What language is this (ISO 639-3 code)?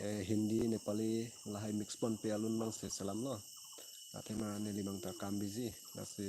mjw